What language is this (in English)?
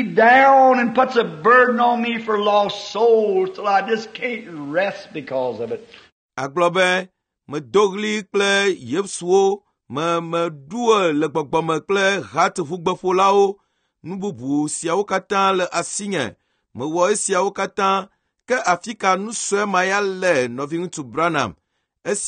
Ewe